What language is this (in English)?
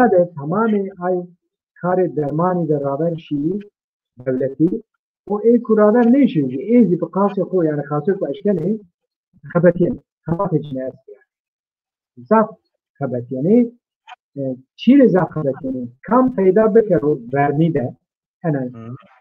Zaza